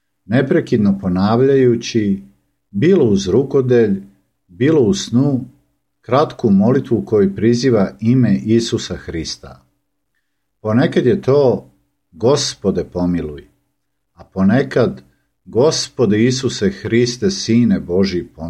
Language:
Serbian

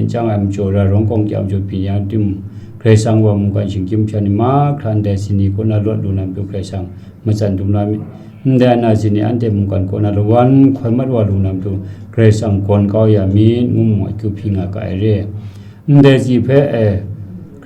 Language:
Kachin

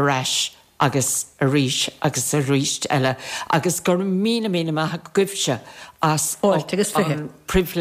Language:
Irish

